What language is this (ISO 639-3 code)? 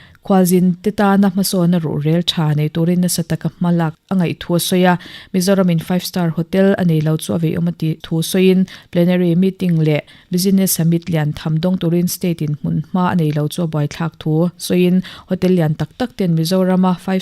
lus